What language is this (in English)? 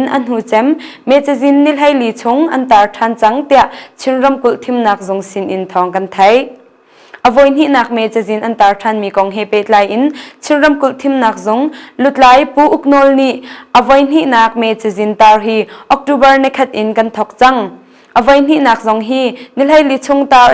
Hakha Chin